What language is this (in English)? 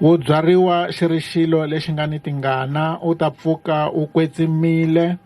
Tsonga